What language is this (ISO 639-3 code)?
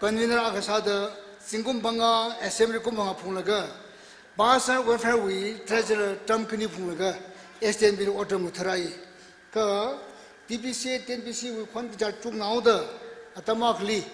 nmf